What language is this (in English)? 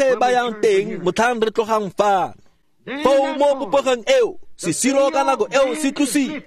Tswana